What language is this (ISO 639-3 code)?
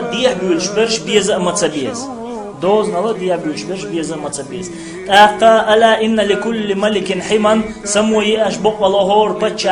che